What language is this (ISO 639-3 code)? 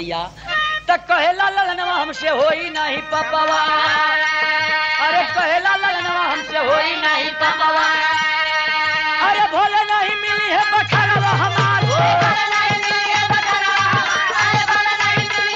bho